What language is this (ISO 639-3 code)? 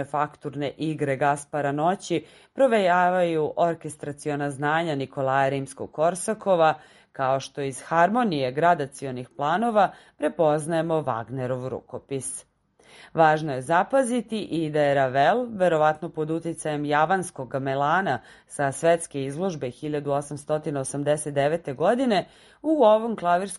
srp